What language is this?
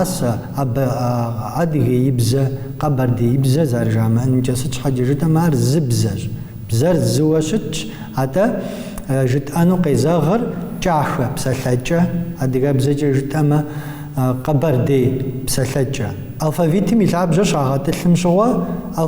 Kabardian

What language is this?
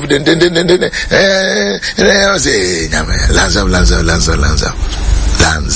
Akan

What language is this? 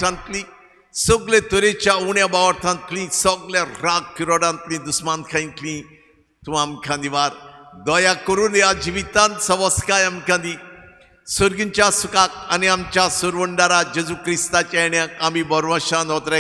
Konkani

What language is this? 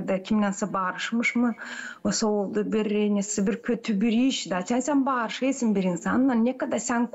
Gagauz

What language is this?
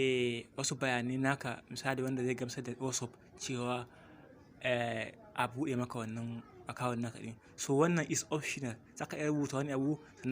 Hausa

